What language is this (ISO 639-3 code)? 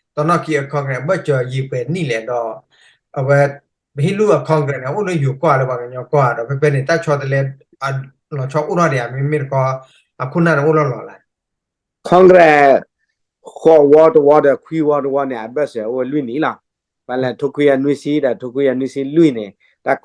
ksw